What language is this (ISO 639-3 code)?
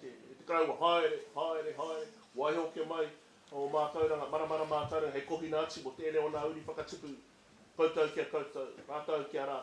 mri